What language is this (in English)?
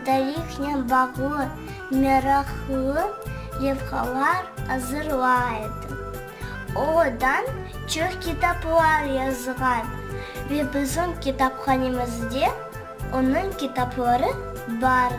Crimean Tatar